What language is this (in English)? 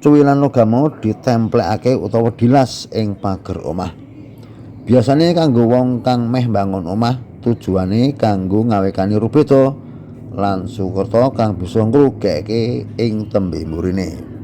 Javanese